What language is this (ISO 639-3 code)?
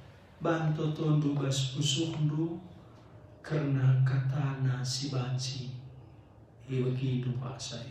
btx